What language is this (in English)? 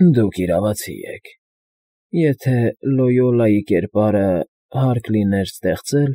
Armenian